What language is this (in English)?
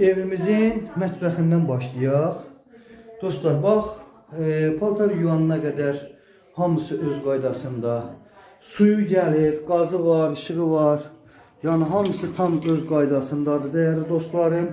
Azerbaijani